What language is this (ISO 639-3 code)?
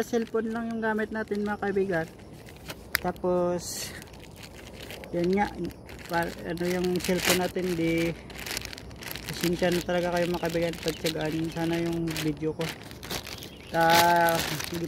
fil